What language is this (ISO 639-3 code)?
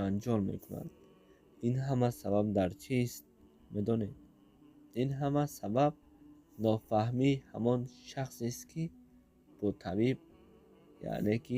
tgk